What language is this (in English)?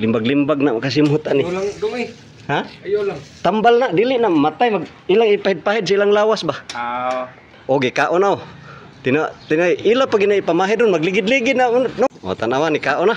Cebuano